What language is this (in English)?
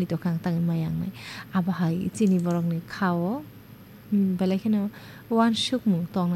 Kok Borok